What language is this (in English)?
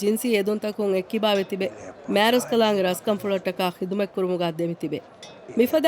Divehi